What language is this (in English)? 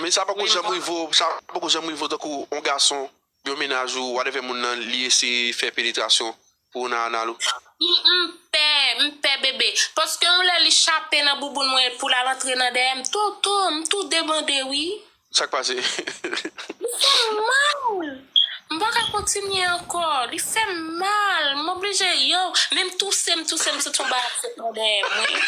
Haitian Creole